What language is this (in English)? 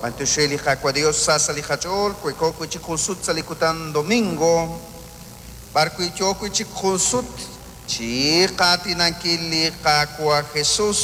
Kekchí